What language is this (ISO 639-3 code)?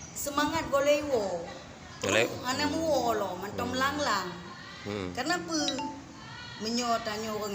ace